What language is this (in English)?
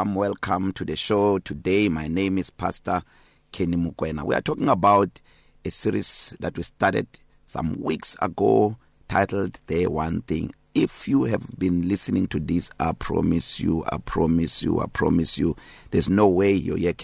English